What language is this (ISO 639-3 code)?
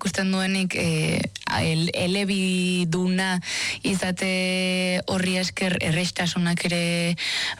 eus